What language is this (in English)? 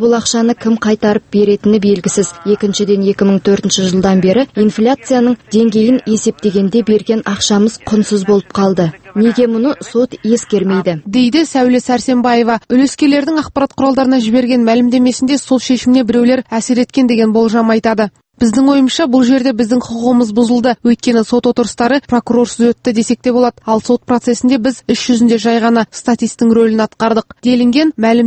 Kazakh